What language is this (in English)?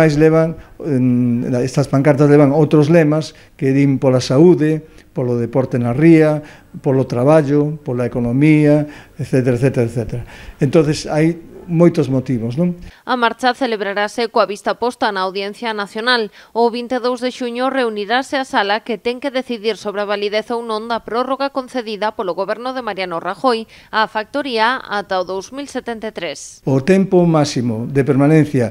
Galician